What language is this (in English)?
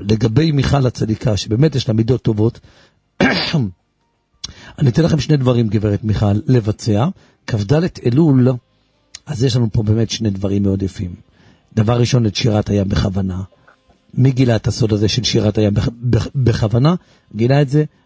Hebrew